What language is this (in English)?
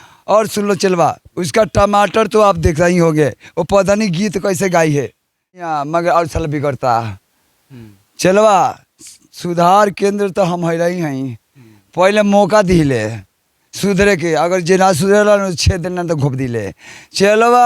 Bhojpuri